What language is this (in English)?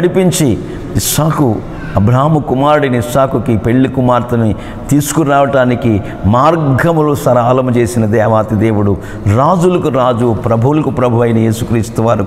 Telugu